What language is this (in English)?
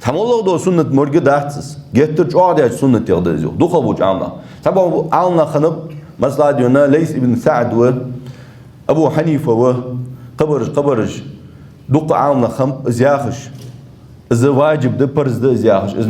Ingush